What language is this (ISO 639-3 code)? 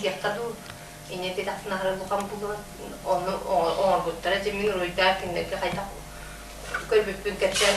sah